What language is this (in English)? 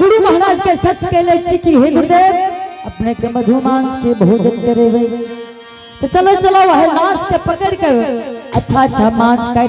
Angika